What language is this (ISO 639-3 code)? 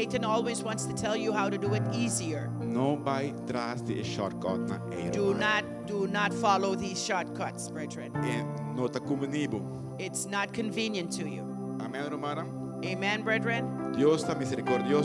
pap